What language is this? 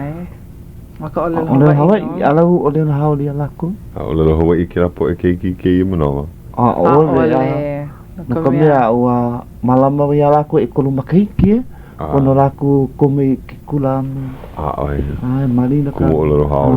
Hawaiian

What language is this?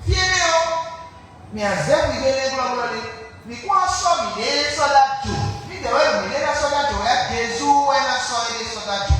Fon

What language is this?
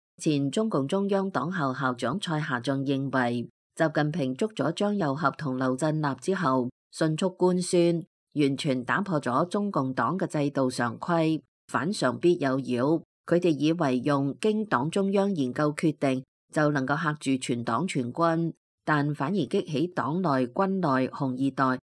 Cantonese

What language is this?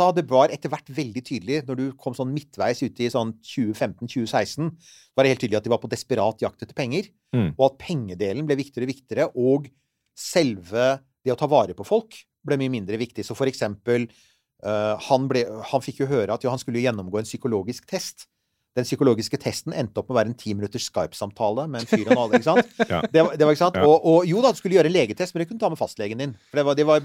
Norwegian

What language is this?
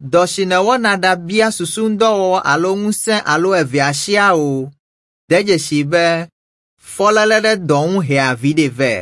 Ewe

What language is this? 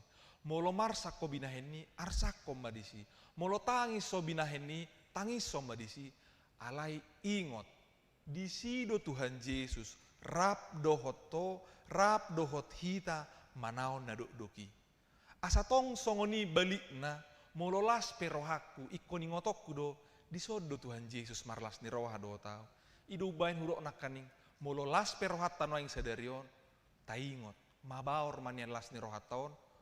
Batak Toba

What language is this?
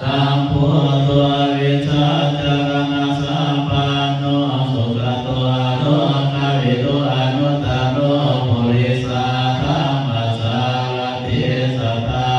Pali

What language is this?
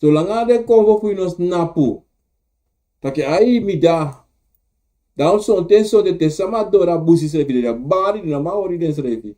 Sranan Tongo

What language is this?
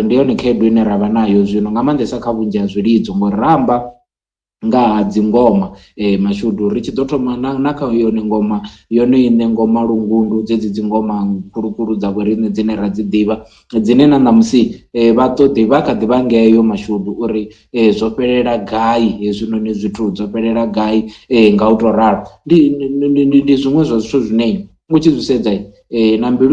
Venda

